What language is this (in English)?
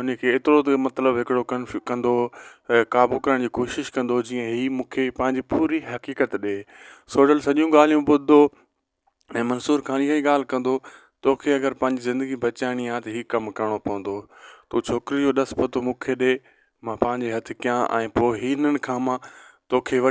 Sindhi